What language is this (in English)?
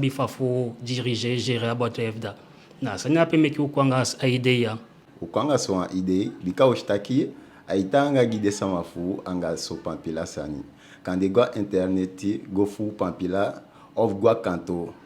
Eastern Maroon Creole